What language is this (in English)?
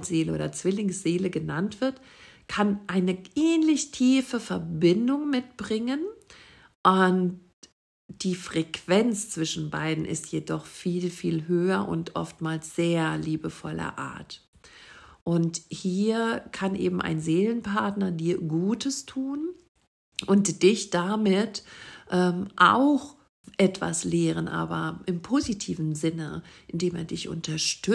German